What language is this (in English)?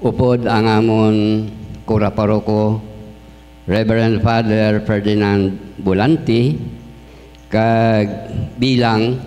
Hiligaynon